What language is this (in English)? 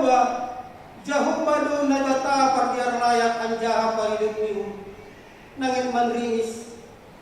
Batak Simalungun